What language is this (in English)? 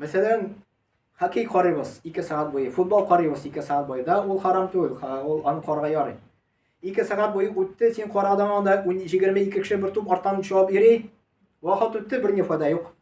Tatar